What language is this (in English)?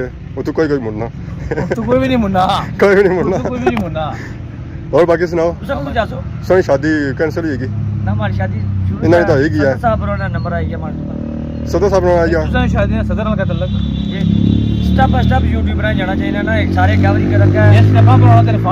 Pahari-Potwari